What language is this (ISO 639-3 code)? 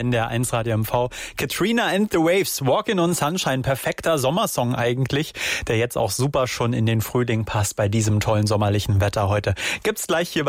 deu